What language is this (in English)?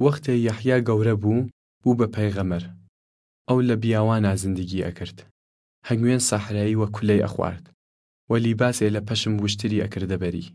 Southern Kurdish